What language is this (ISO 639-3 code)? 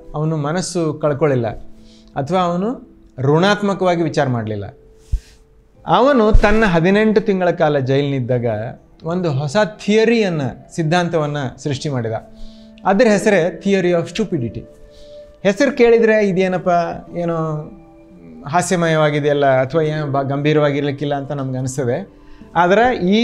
kan